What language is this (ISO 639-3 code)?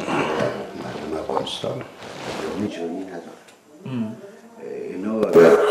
fas